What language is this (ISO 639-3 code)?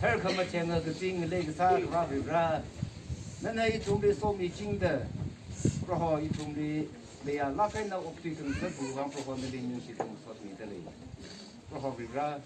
nmf